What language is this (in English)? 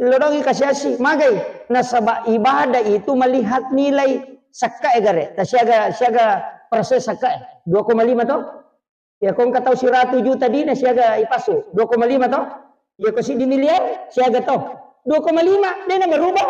Buginese